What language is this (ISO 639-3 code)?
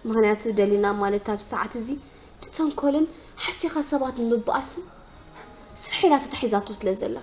tir